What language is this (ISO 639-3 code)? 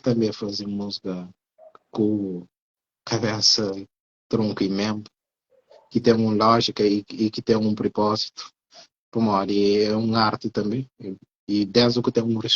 kea